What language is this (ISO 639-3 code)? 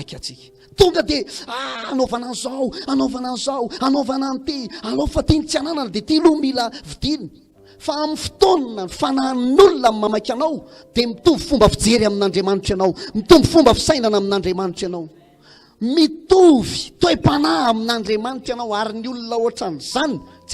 mlg